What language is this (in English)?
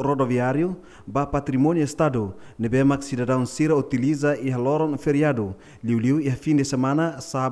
Tetum